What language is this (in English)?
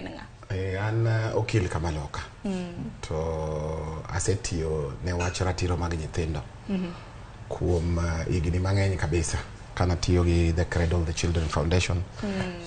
Luo (Kenya and Tanzania)